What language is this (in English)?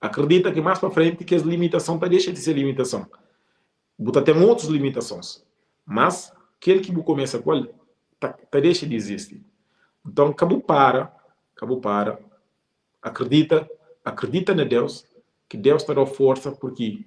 Kabuverdianu